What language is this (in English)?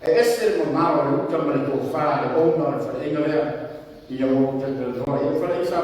Samoan